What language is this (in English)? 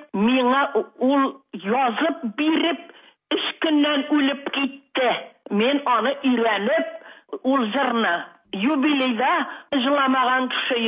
Tatar